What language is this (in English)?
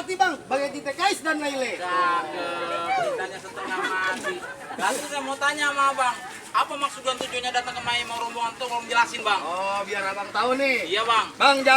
Betawi